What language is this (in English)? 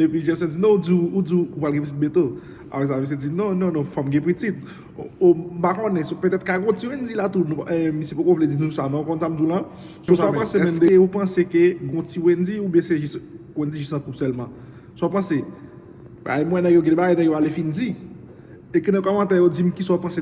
Haitian Creole